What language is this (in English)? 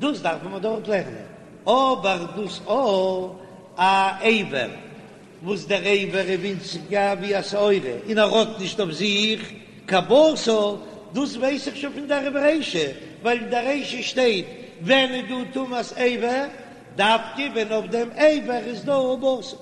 Yiddish